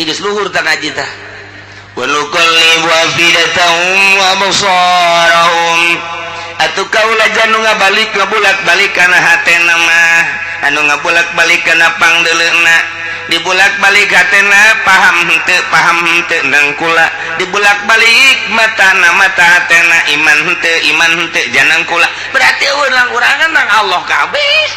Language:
Sundanese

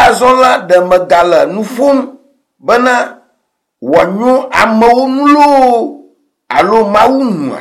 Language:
Ewe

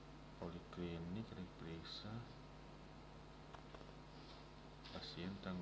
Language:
Indonesian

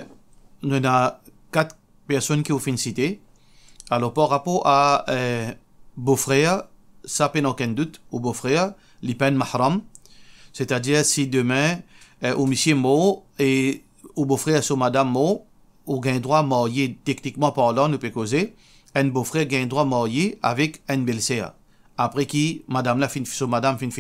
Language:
Morisyen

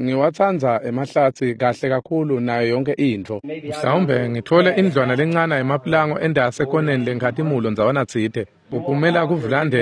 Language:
Swati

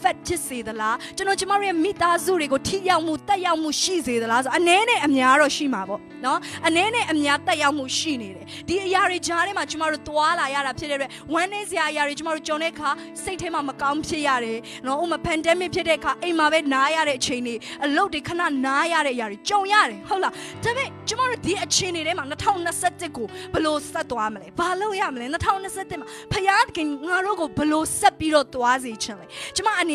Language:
Burmese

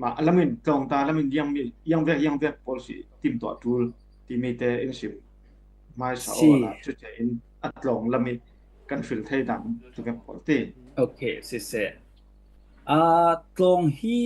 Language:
Falam Chin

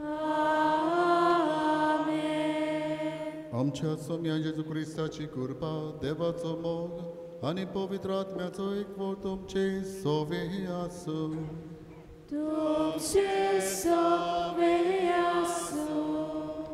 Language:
Konkani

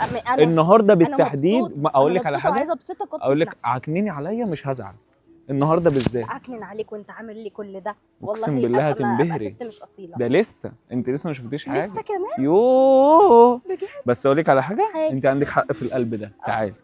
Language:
Egyptian Arabic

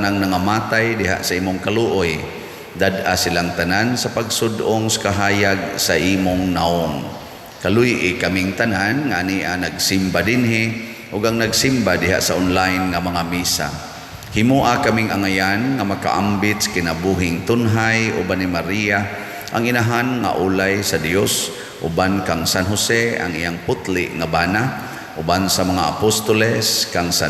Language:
Cebuano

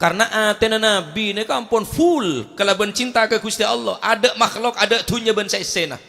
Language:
Madurese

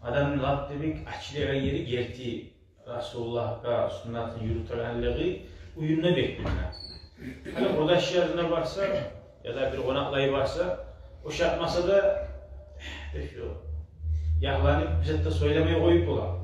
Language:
Kumyk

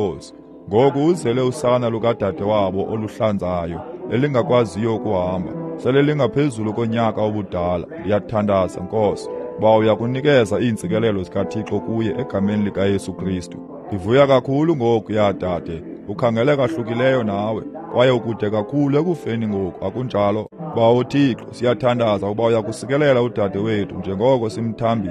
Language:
Xhosa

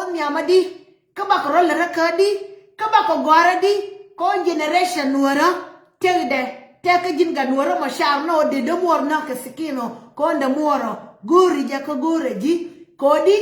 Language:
Nuer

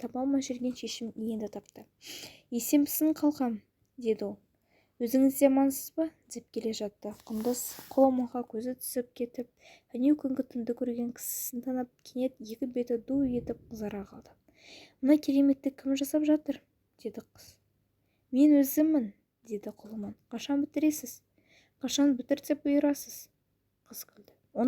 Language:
Kazakh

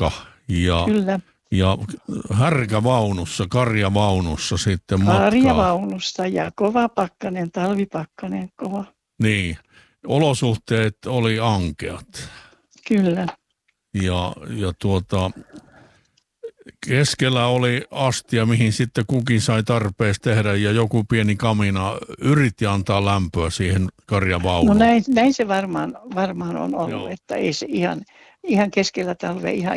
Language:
Finnish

